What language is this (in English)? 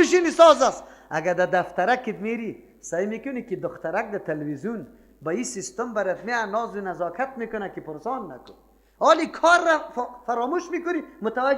Persian